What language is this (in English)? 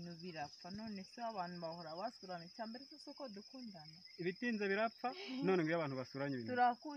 Kinyarwanda